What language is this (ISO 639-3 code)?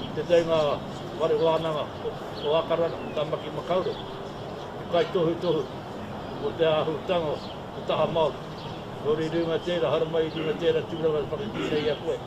mri